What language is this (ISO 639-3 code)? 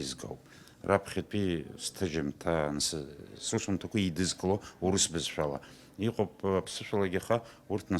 abk